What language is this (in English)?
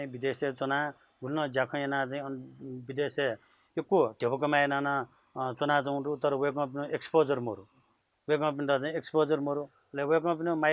Newari